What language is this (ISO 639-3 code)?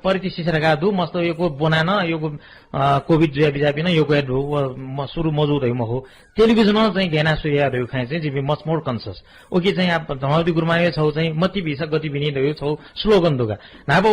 new